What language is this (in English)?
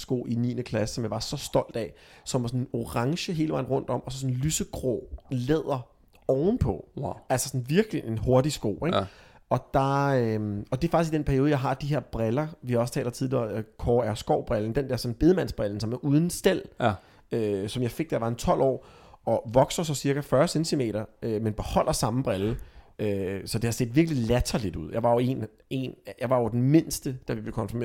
Danish